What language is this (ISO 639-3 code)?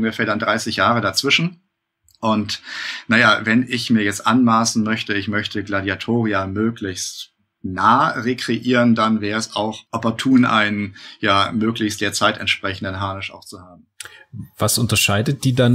deu